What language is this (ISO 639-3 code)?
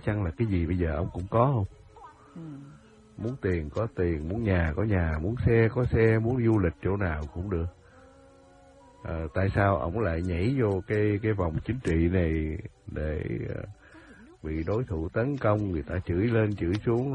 vie